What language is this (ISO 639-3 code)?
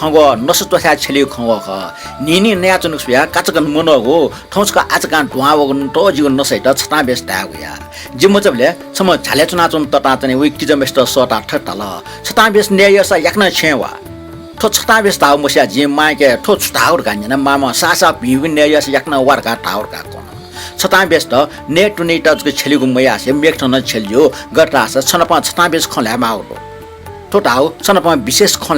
new